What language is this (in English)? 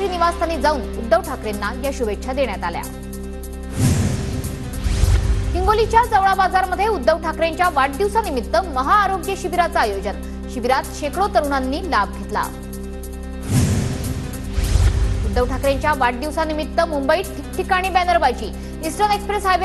Marathi